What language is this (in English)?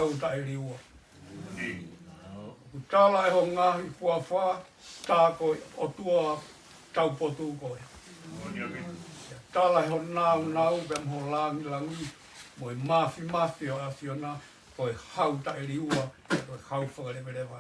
Tongan